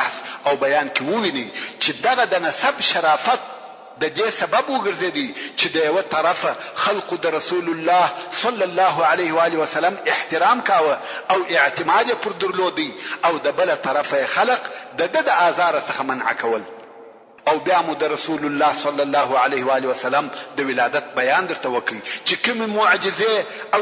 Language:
Pashto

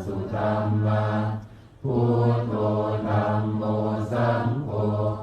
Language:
Pali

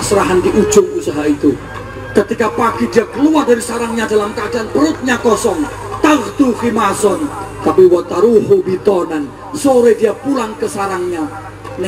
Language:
Indonesian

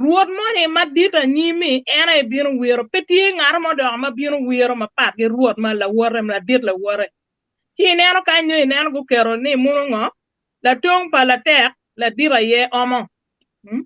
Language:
Acoli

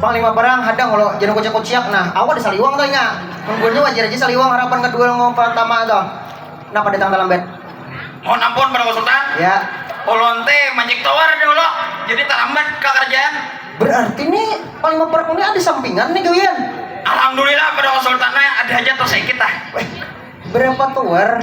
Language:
Banjar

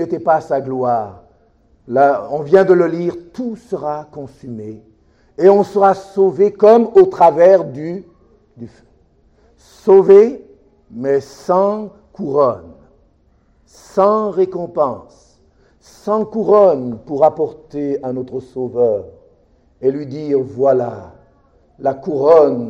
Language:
French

